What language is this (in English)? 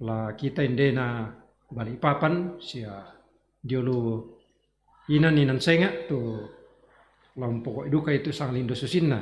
Toraja-Sa'dan